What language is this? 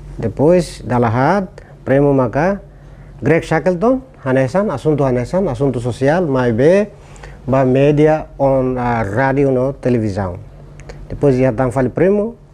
Tetum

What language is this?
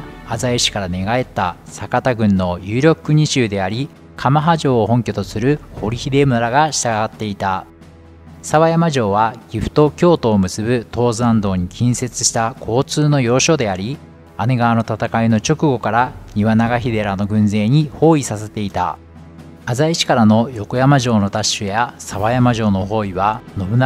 Japanese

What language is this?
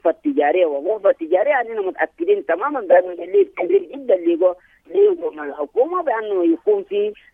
Sudanese Arabic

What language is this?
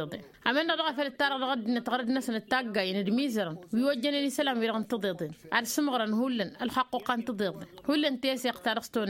Tamasheq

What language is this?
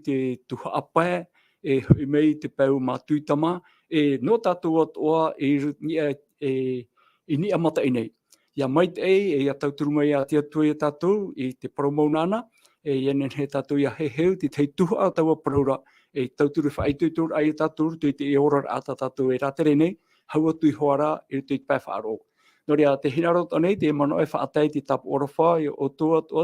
Tahitian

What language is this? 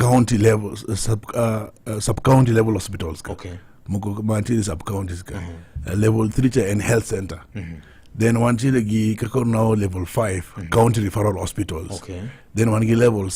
Luo (Kenya and Tanzania)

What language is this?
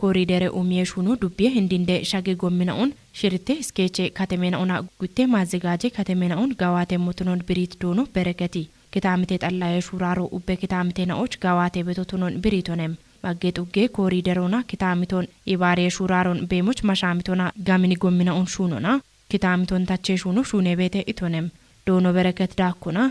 Kafa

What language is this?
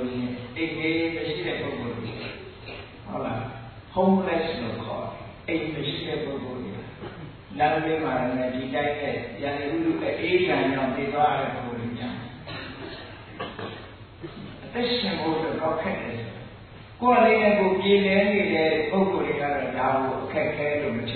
Burmese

